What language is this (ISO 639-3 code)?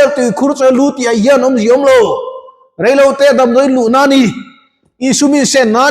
lus